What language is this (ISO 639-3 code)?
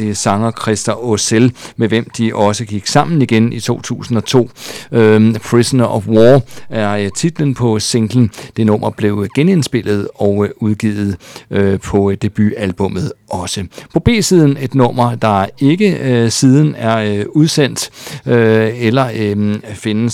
dan